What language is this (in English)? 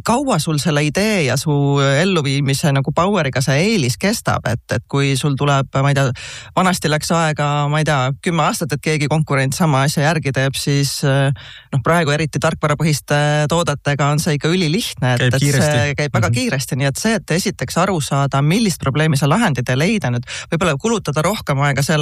Estonian